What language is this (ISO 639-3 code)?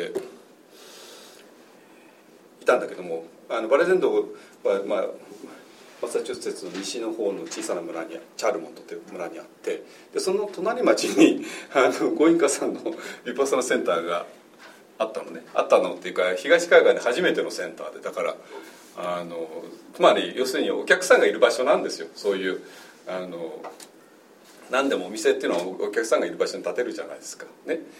jpn